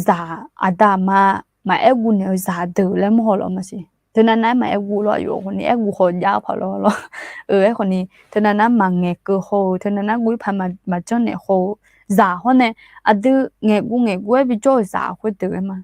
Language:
Akha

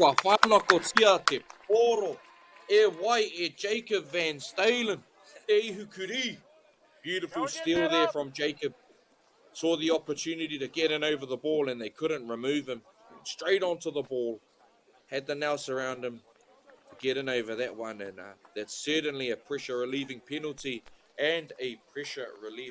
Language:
Māori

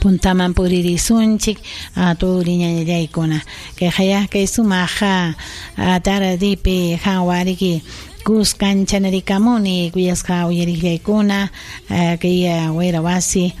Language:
Ayacucho Quechua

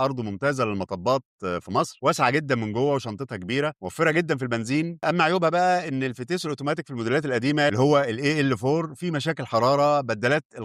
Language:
Egyptian Arabic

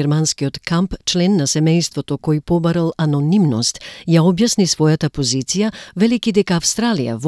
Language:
Macedonian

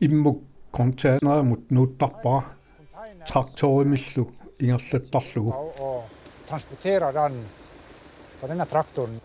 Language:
Kalaallisut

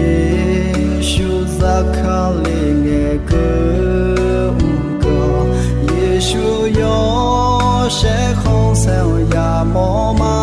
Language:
Akha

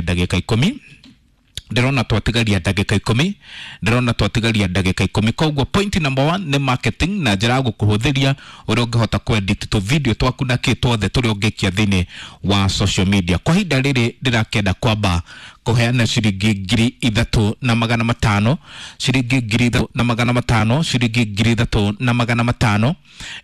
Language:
Kikuyu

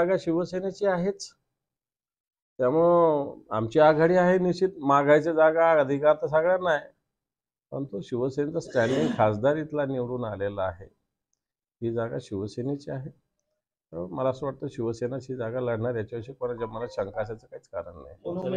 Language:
Marathi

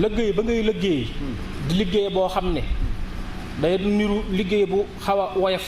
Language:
Wolof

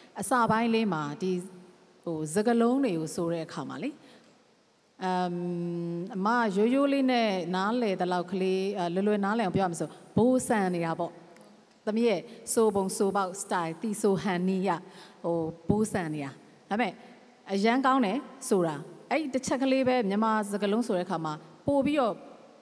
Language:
Burmese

